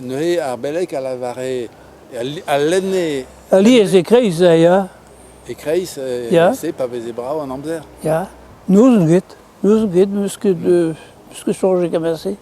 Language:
Breton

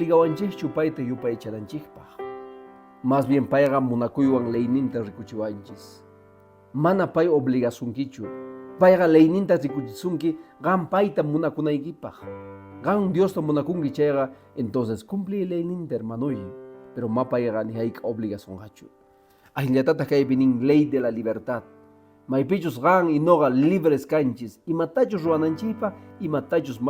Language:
Quechua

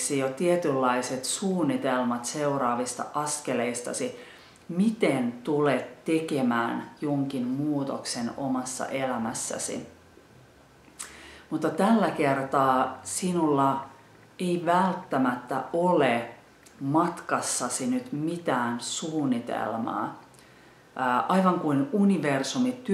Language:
Finnish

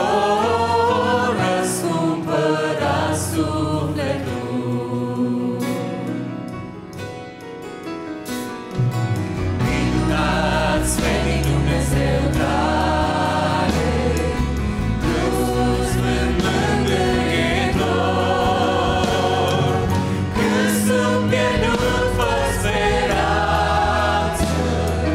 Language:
Romanian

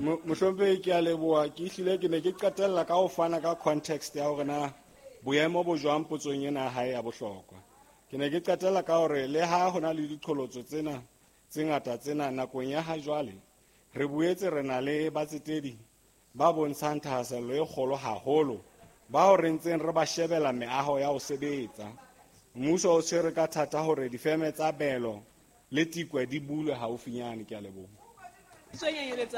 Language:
Southern Sotho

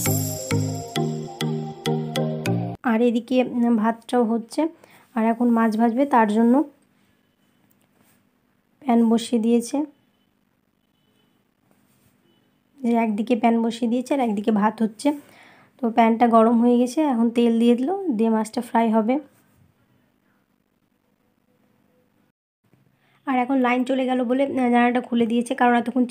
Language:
Bangla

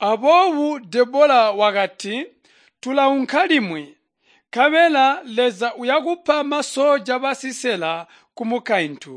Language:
Tonga (Zambia)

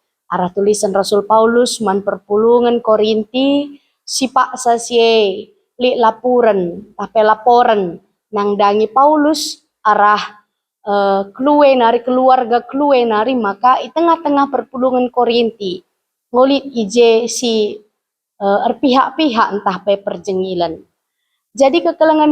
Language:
Batak Karo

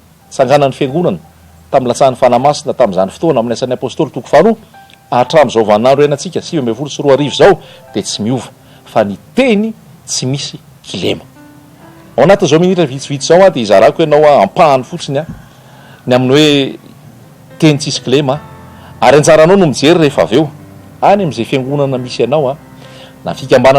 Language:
Malagasy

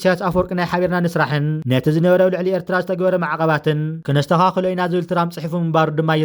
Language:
Tigrinya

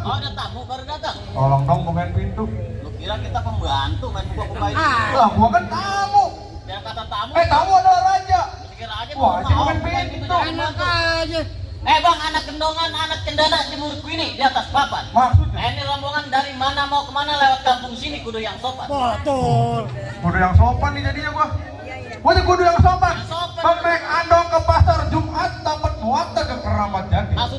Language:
Betawi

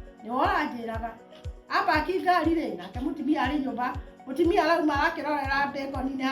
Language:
Kikuyu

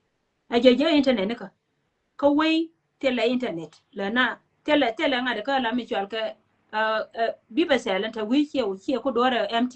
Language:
Nuer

